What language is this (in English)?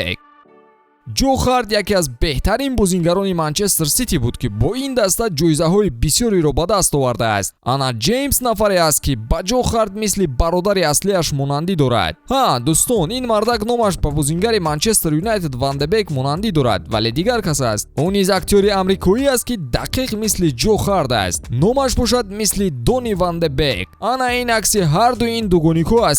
Tajik